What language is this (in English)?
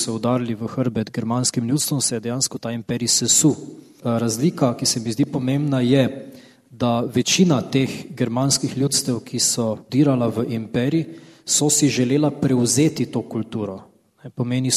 Slovenian